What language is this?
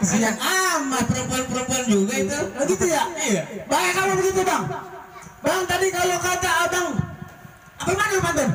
Betawi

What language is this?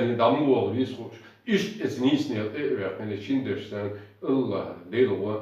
Chechen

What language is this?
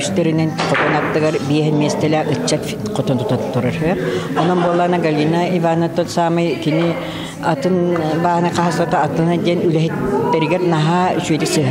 Yakut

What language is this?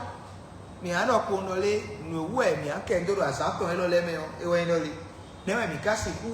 Fon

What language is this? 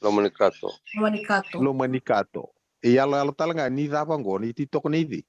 Fijian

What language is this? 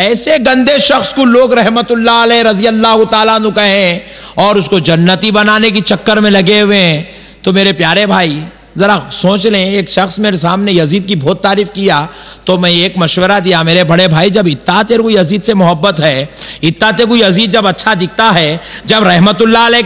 Urdu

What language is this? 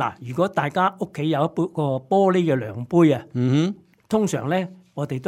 Cantonese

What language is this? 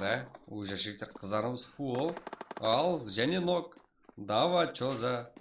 Kara-Kalpak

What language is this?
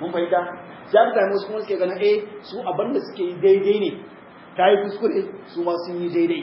Hausa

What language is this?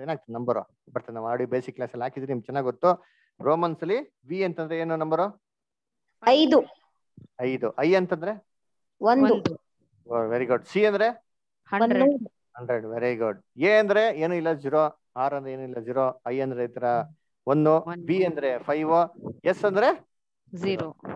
Kannada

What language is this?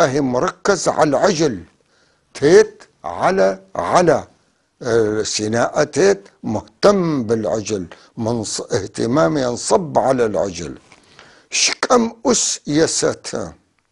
North Levantine Arabic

